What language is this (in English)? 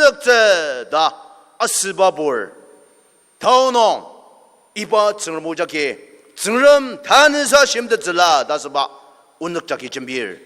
Ao Naga